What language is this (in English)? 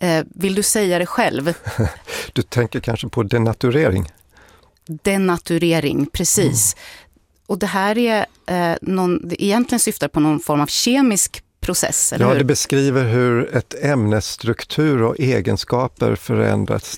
Swedish